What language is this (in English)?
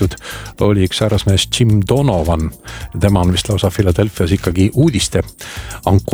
Estonian